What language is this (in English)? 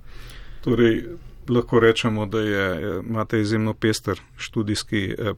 Slovenian